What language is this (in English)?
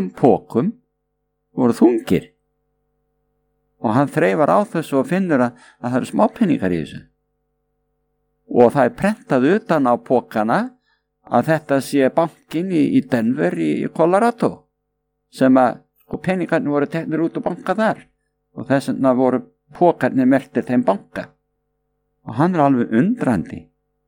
Icelandic